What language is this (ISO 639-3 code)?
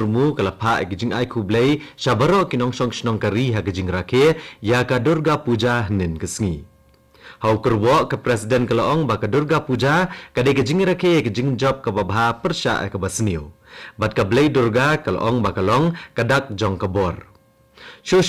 kha